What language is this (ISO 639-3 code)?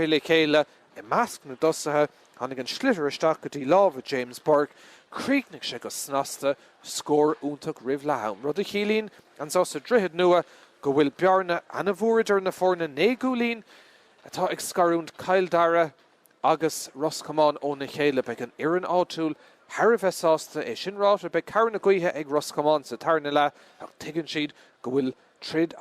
gle